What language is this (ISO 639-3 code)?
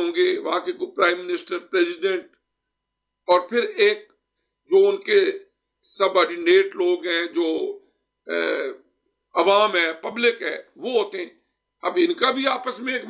urd